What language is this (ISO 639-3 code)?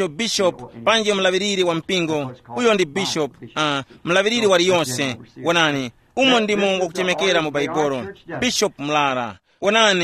tum